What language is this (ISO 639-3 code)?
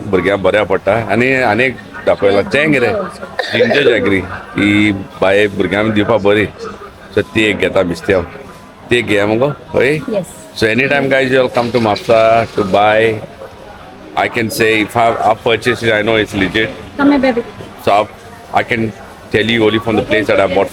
kok